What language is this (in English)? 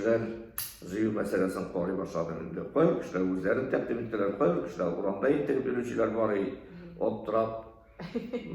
Tatar